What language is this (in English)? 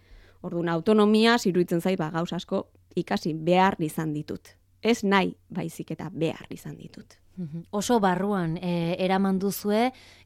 Basque